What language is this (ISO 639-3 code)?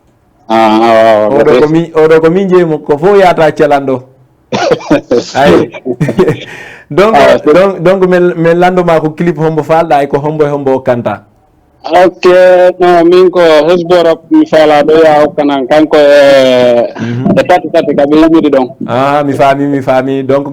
ful